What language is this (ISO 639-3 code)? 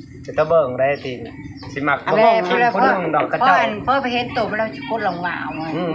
tts